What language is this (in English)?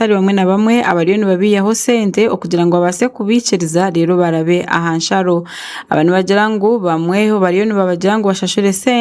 Nyankole